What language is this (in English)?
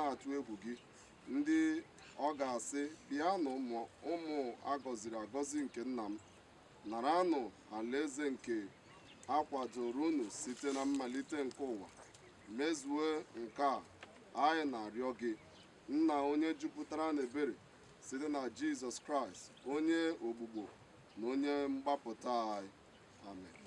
Igbo